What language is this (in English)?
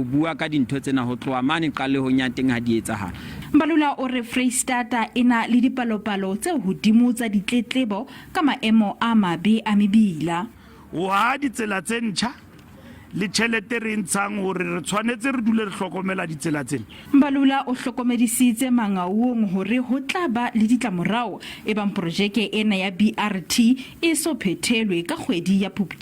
Southern Sotho